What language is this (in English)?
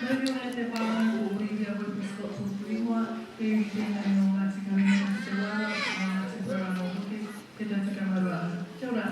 Māori